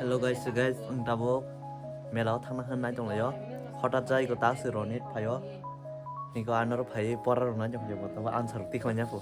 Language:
Kok Borok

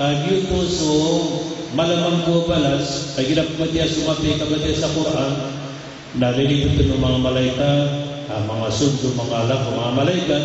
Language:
Maranao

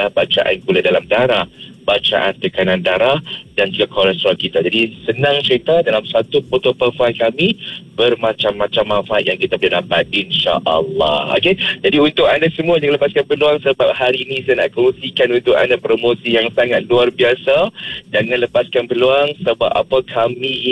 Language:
Malay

